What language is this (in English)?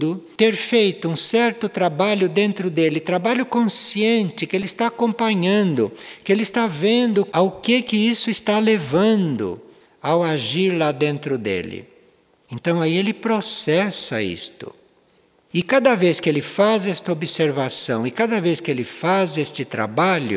Portuguese